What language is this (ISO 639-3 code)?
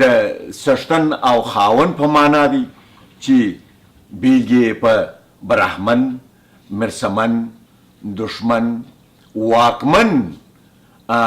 pus